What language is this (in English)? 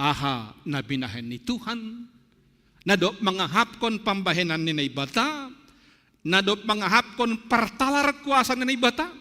Batak Simalungun